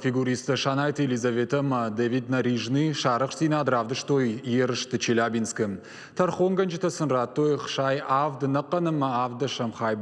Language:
Ossetic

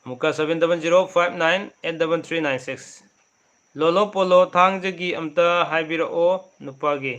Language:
Manipuri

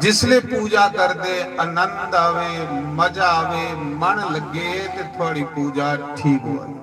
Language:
Dogri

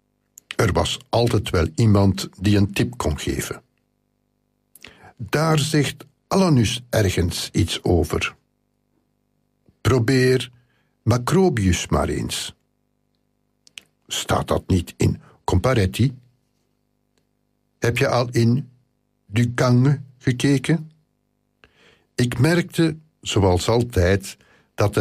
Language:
Dutch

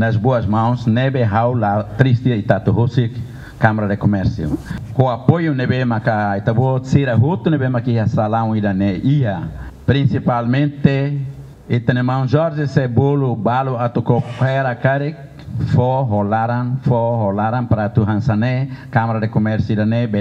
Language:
Tetum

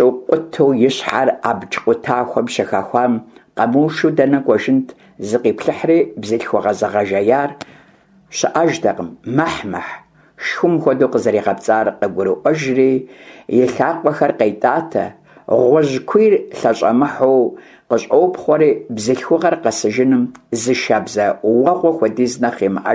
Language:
Kabardian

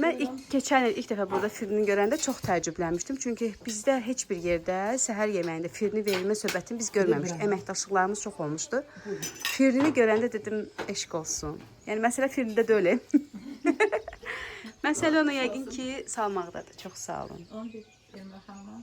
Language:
Azerbaijani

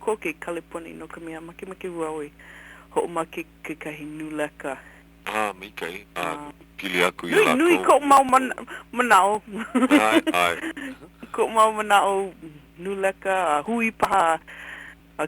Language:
Hawaiian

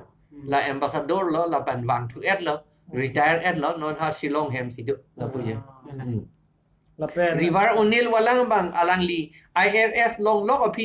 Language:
Karbi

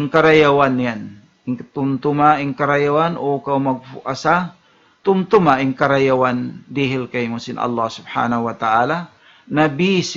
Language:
Tausug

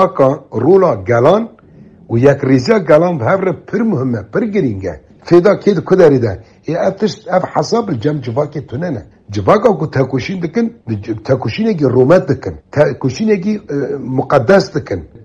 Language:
Kurdish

